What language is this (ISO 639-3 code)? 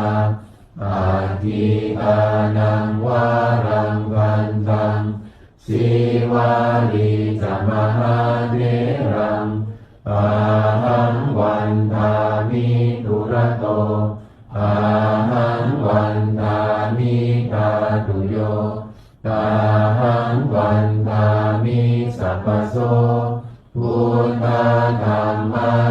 pli